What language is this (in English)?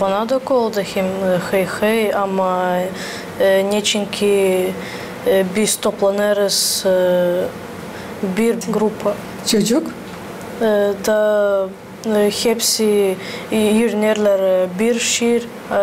Gagauz